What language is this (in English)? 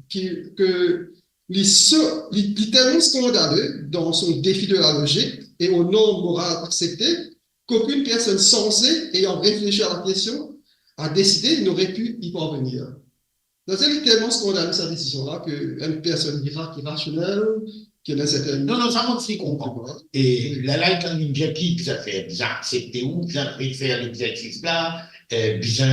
Morisyen